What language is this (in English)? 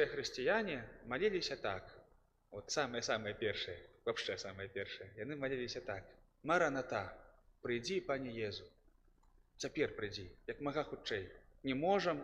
Belarusian